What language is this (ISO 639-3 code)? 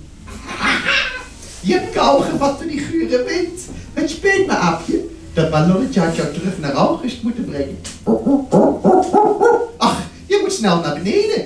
nld